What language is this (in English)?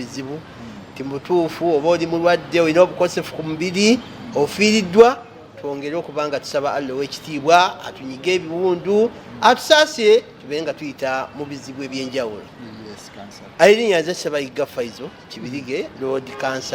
Ganda